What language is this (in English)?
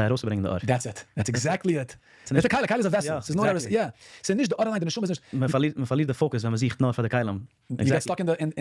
Yiddish